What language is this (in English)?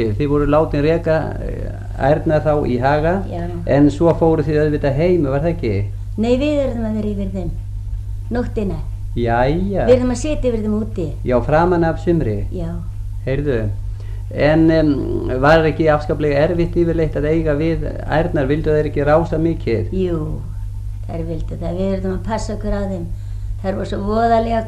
Icelandic